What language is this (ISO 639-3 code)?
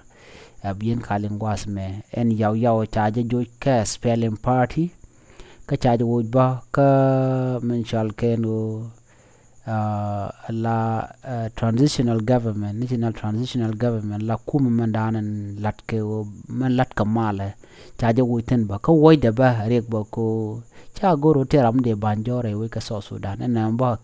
nus